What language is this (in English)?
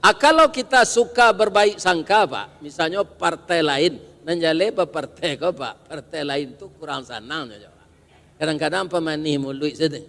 Minangkabau